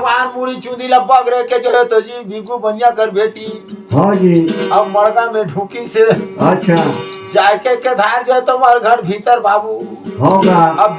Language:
Chhattisgarhi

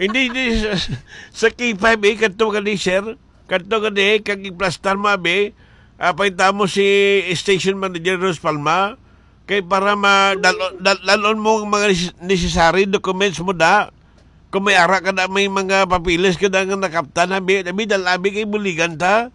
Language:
Hiligaynon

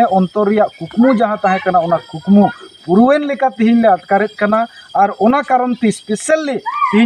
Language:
Santali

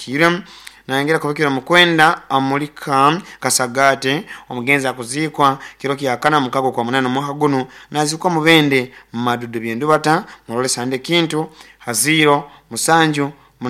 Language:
Nyoro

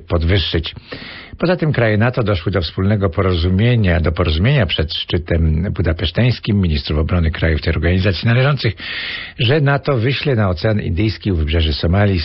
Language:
Polish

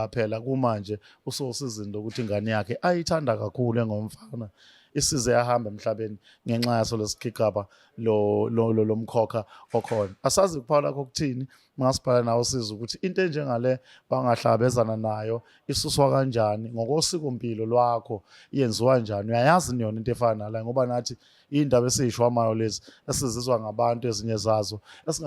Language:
Zulu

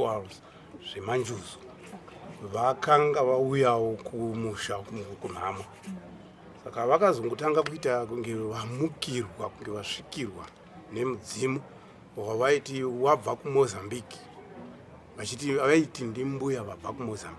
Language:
Shona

